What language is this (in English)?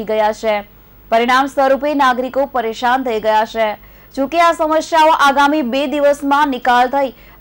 Gujarati